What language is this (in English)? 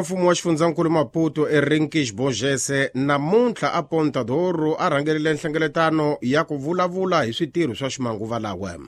Tsonga